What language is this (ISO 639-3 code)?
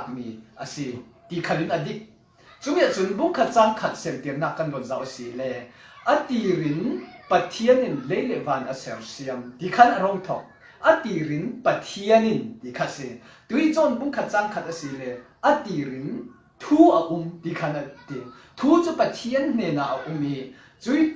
cfm